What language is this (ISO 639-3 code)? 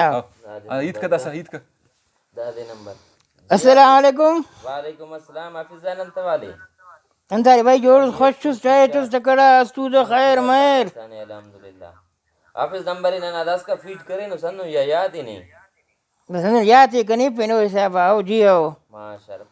brh